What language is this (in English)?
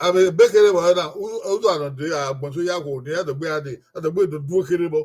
Bini